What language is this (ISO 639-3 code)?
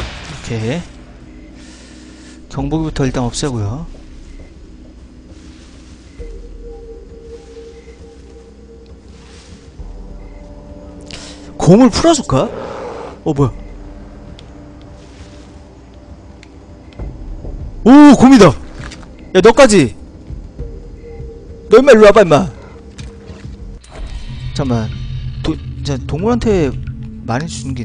kor